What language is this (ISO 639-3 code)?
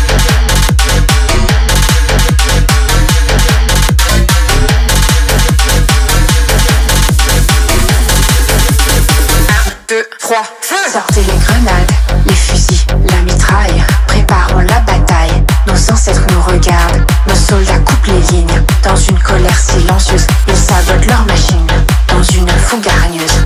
fra